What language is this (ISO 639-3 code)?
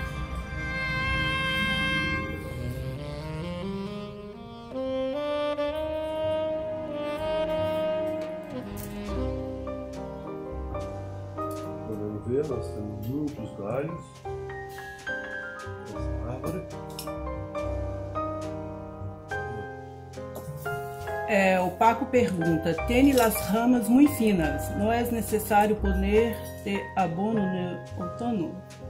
por